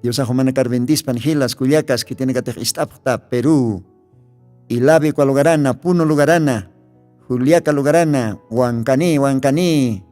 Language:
Aymara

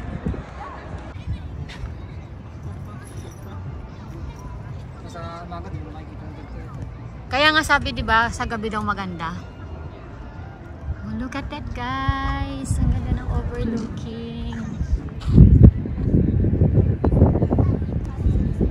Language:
Filipino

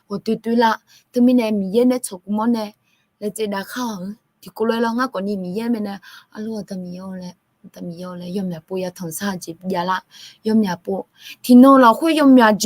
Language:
Akha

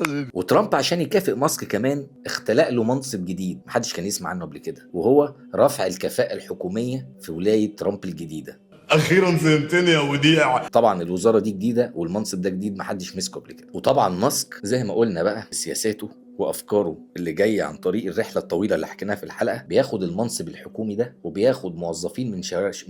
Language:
Egyptian Arabic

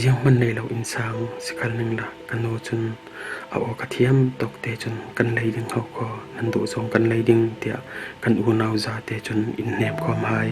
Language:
Falam Chin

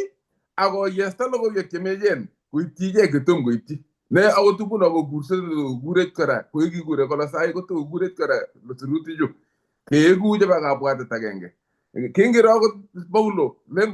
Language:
Kalenjin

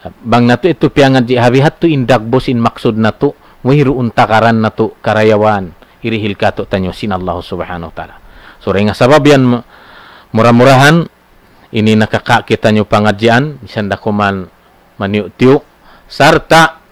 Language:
Tausug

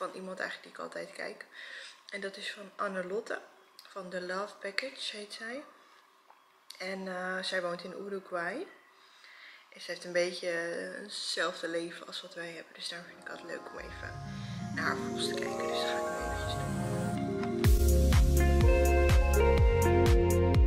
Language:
Dutch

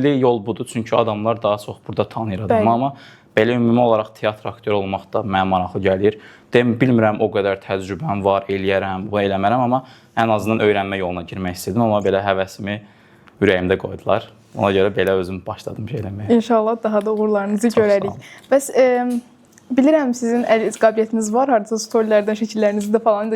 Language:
Azerbaijani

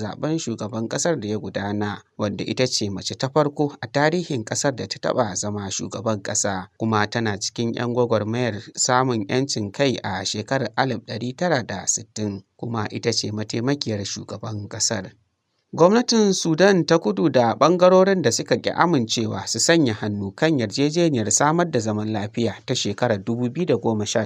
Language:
Hausa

